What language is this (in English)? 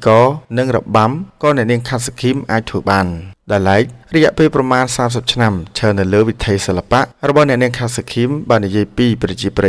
Khmer